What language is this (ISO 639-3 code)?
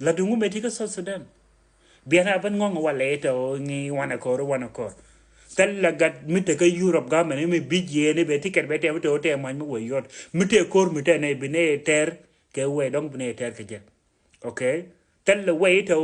nus